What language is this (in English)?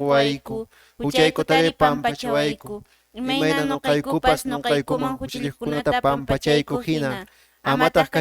Quechua